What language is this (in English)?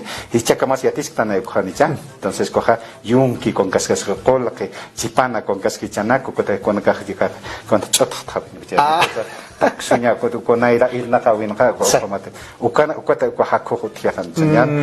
Aymara